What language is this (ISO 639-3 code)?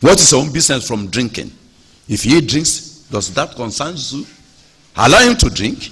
yor